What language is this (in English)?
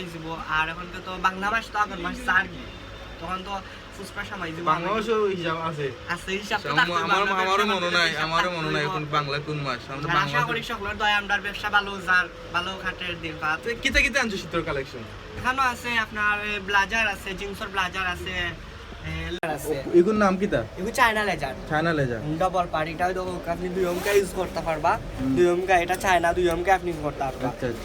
Sylheti